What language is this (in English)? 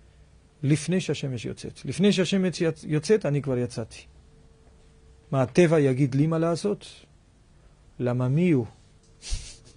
Hebrew